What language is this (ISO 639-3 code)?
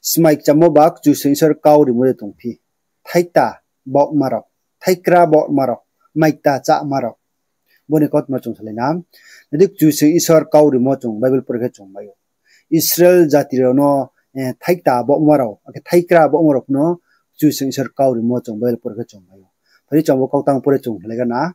ria